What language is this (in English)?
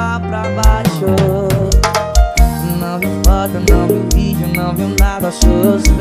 Portuguese